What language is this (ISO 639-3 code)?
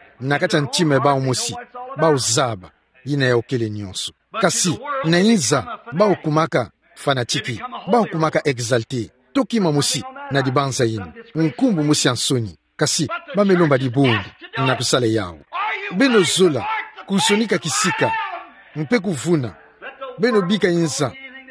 ktu